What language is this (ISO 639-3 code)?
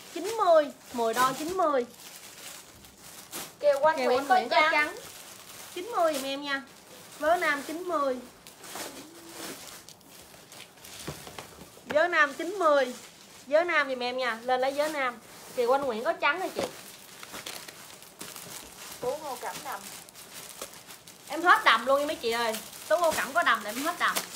vie